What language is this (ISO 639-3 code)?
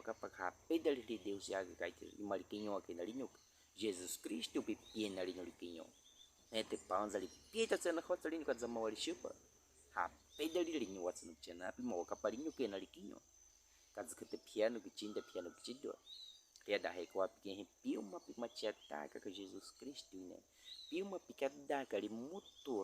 bwi